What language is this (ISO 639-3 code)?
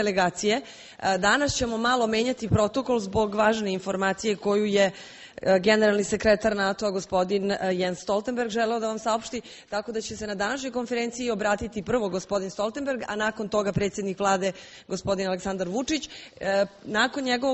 srp